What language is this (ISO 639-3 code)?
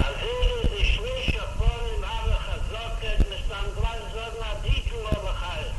yid